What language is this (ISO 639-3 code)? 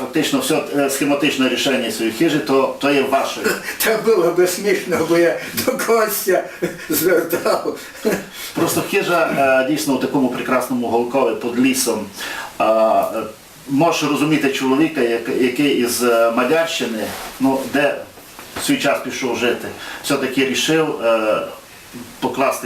rue